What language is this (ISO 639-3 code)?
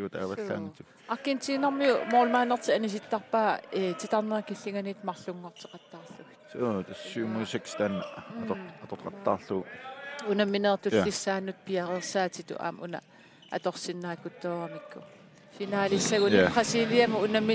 kal